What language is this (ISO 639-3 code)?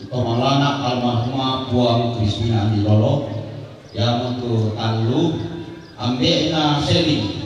sda